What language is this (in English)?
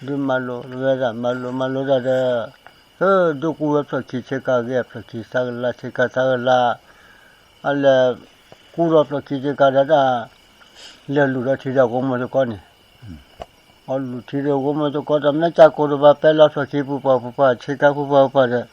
S'gaw Karen